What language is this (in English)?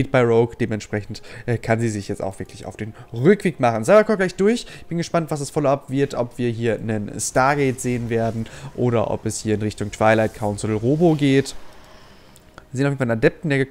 German